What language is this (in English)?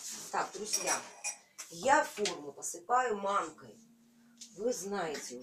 Russian